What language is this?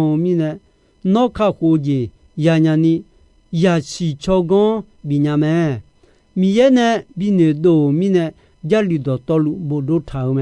Akha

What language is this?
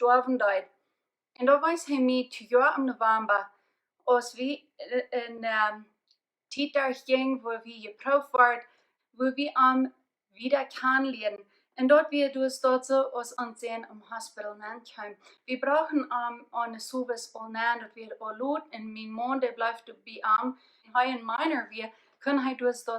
Plautdietsch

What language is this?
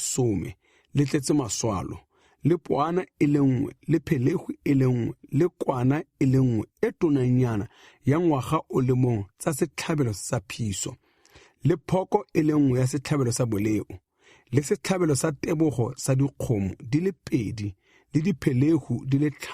Tswana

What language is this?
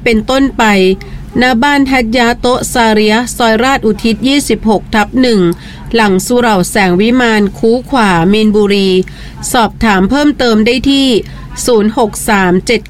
Thai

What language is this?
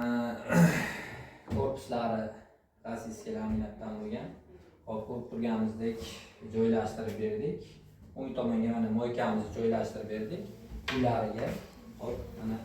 Uzbek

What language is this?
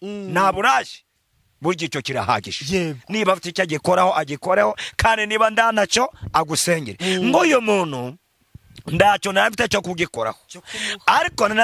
Kinyarwanda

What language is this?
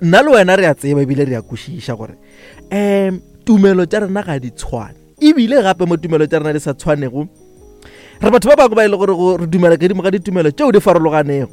Northern Sotho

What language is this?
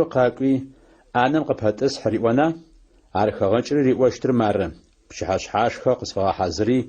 Adyghe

